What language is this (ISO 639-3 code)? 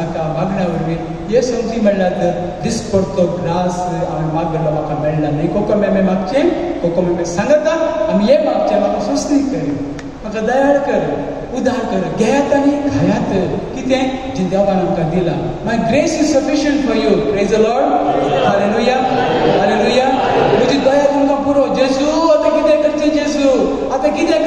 kok